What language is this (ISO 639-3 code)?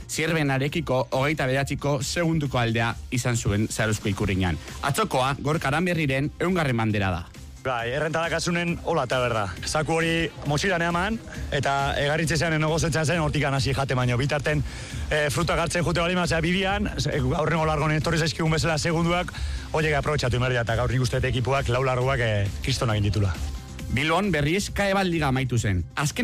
eus